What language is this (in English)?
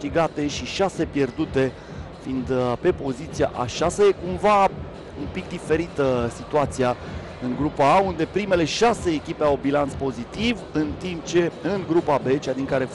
Romanian